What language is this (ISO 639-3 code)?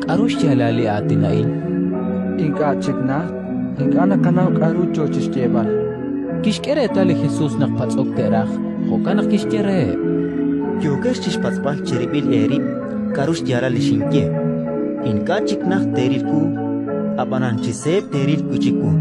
kek